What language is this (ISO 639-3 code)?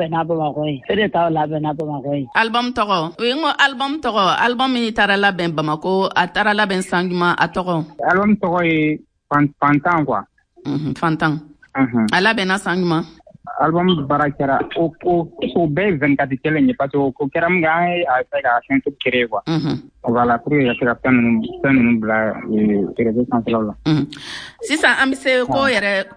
bam